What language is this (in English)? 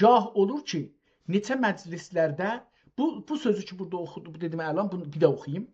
South Azerbaijani